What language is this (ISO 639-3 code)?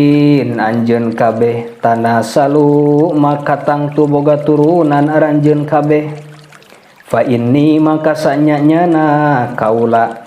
sun